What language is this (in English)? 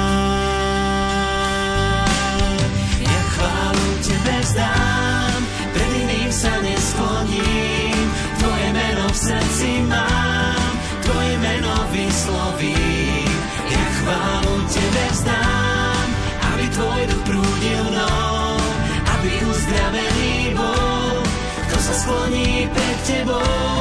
Slovak